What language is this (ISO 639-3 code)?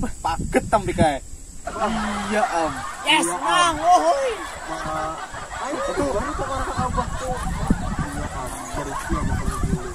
bjn